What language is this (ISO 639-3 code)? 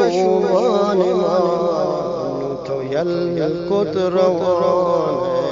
bgp